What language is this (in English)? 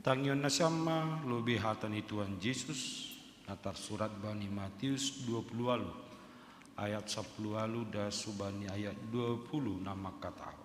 Batak Simalungun